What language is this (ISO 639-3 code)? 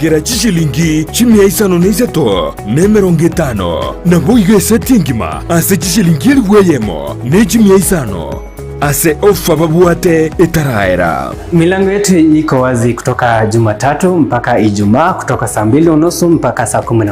guz